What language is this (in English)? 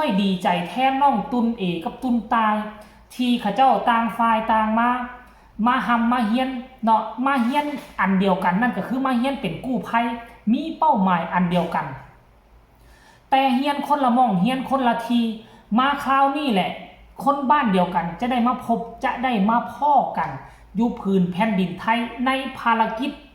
Lao